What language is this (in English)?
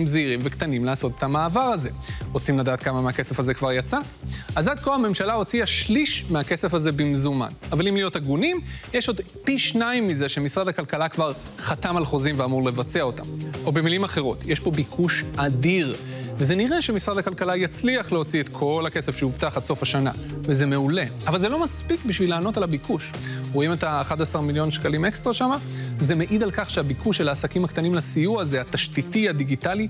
Hebrew